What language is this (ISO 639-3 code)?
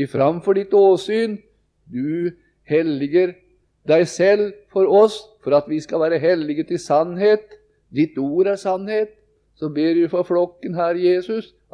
nor